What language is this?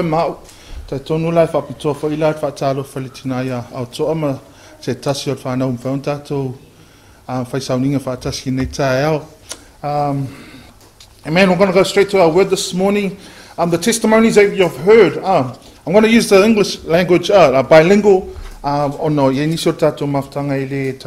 Samoan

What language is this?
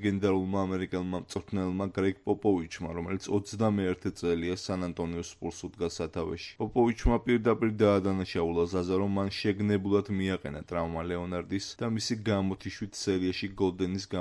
Georgian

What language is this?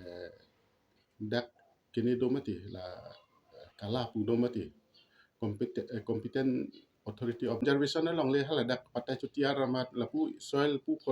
Karbi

